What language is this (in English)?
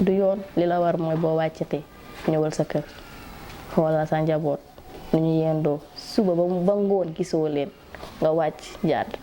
Wolof